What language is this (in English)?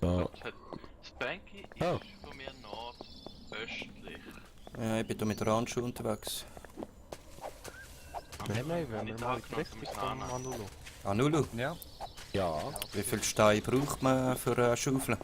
Swiss German